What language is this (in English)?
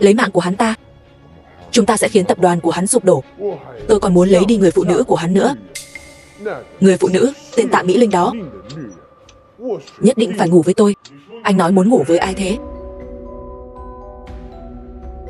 Vietnamese